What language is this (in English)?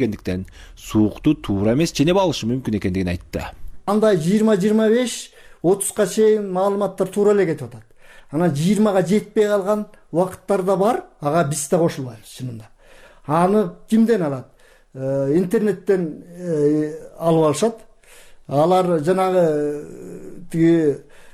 Kyrgyz